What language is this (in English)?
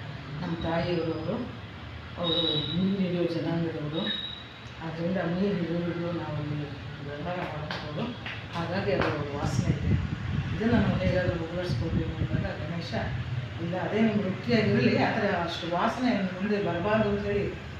Kannada